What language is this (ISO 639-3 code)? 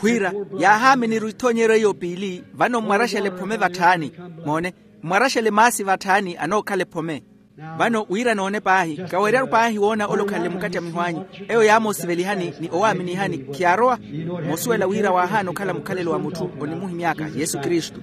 vmw